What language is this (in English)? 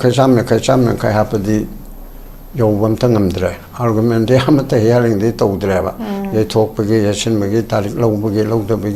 Manipuri